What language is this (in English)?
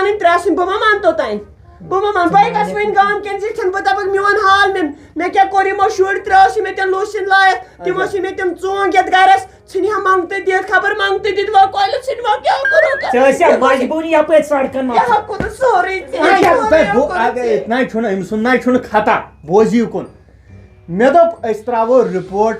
Kashmiri